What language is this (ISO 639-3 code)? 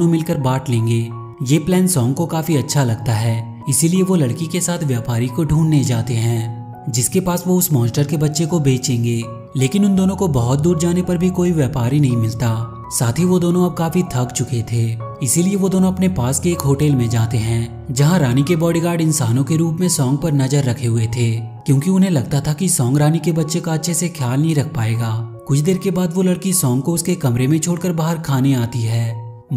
hin